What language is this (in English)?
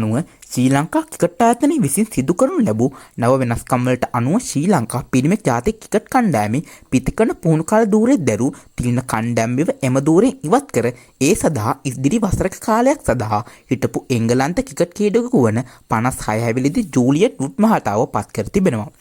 Sinhala